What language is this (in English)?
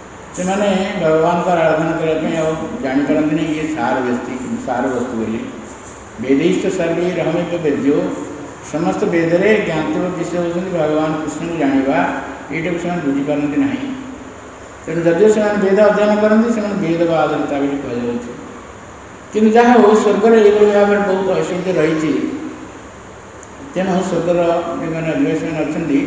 Odia